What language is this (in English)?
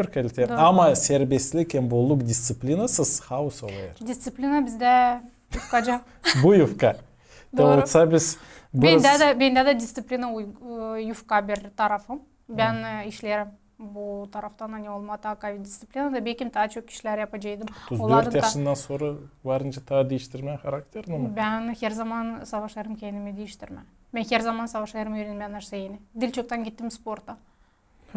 Gagauz